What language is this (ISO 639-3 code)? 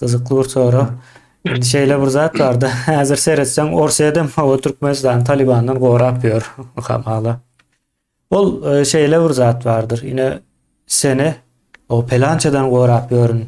tuk